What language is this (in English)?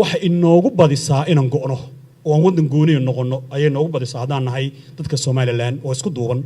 Somali